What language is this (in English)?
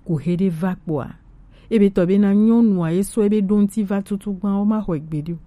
Gen